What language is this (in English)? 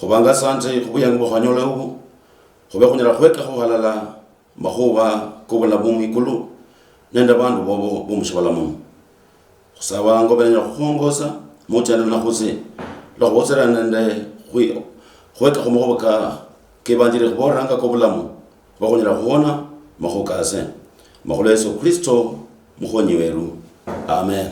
Luyia